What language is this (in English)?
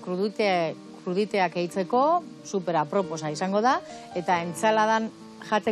Basque